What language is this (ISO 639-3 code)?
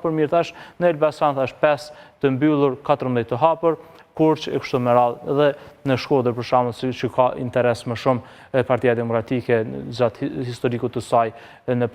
sqi